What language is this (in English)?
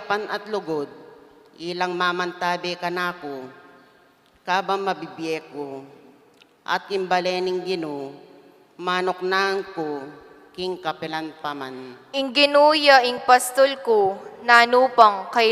Pampanga